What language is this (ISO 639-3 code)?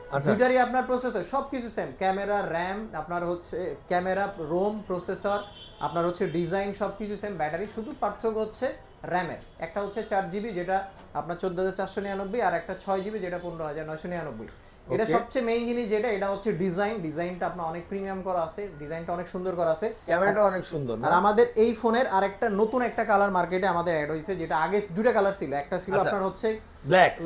ben